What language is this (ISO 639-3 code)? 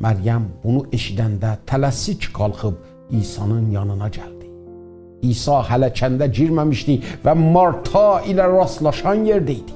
azb